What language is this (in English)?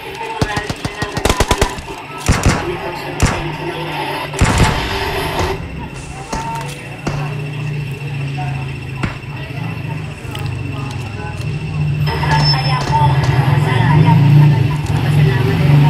Filipino